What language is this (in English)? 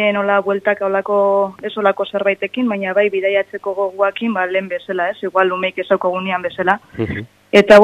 Basque